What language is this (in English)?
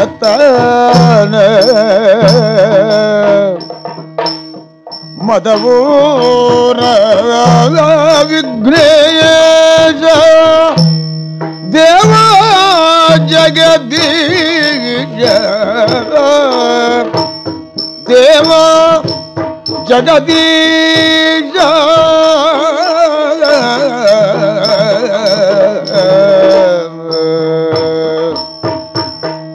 Kannada